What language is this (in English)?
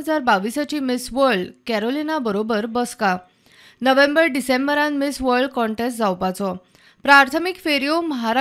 Konkani